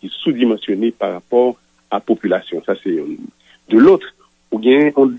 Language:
Haitian Creole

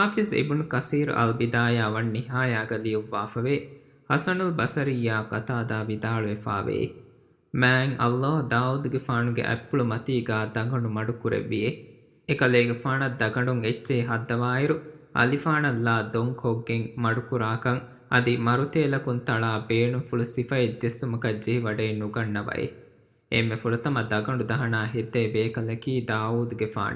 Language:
Divehi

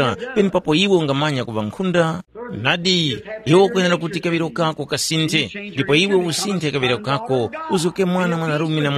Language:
Tumbuka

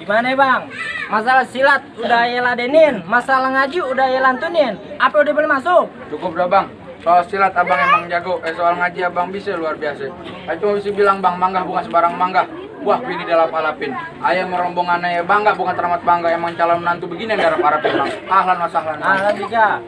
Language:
Betawi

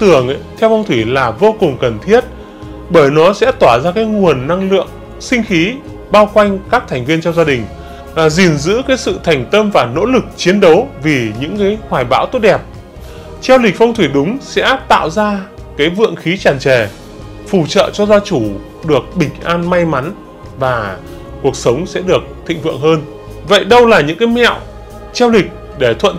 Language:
Vietnamese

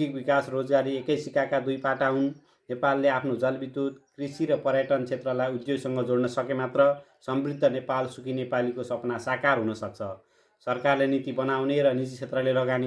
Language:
Nepali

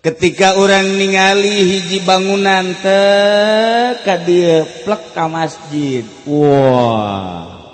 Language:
Sundanese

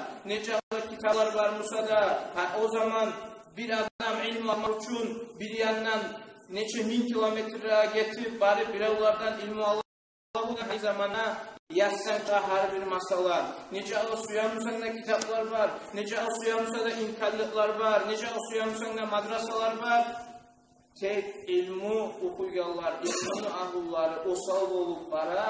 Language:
Kumyk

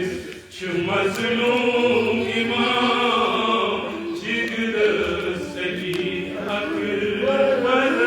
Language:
Kashmiri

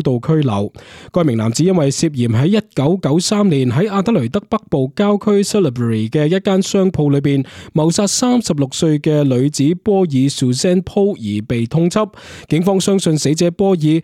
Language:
Cantonese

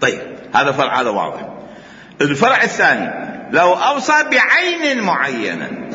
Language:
Mesopotamian Arabic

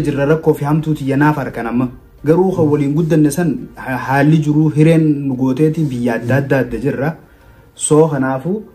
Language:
Oromo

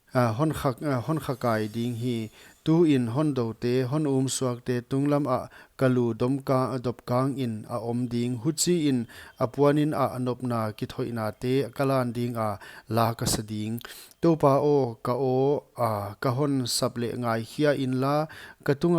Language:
Paite Chin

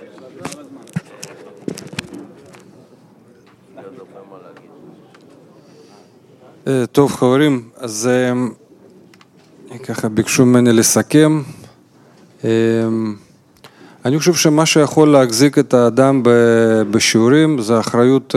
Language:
Hebrew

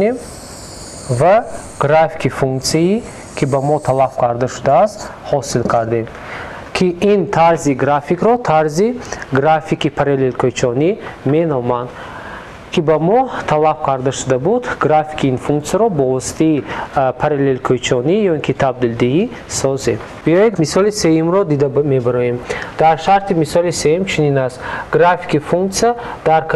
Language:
Tajik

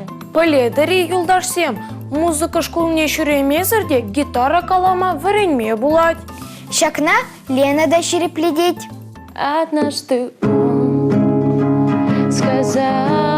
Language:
Chuvash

